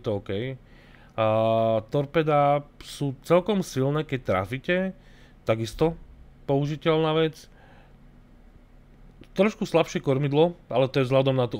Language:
Slovak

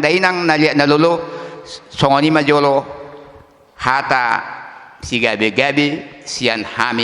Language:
Batak Toba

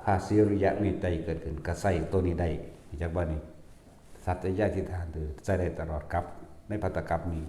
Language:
Northeastern Thai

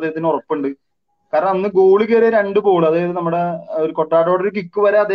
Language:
Malayalam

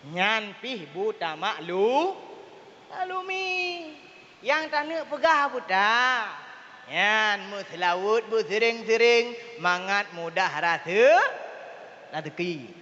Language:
Achinese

